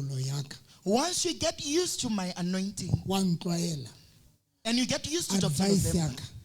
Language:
Southern Sotho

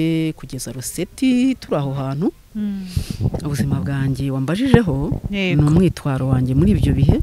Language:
Kinyarwanda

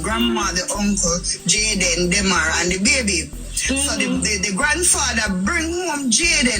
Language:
Jamaican Creole English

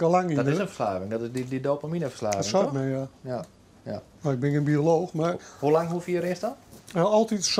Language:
Western Frisian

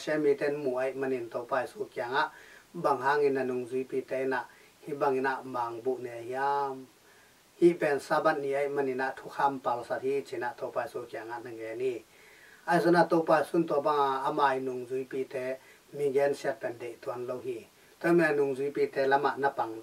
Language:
Tedim Chin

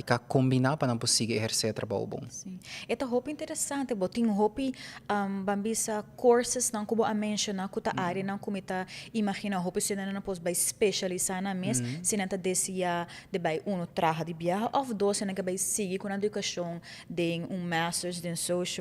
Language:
Papiamento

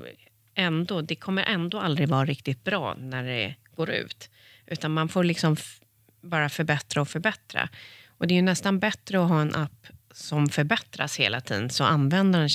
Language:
Swedish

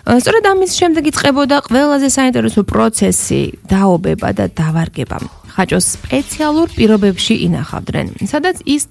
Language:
Georgian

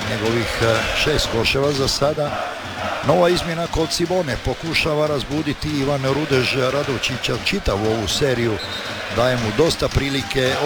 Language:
Croatian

